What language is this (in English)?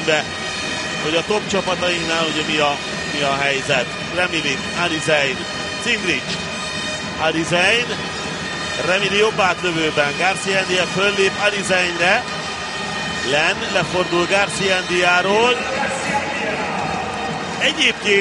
Hungarian